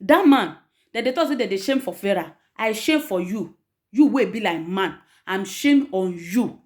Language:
Nigerian Pidgin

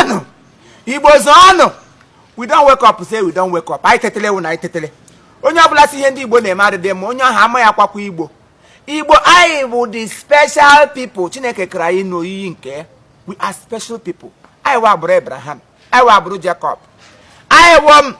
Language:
Igbo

